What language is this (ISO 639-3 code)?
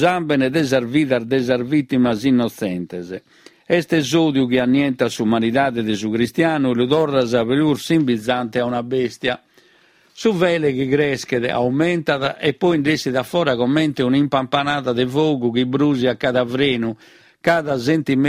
srd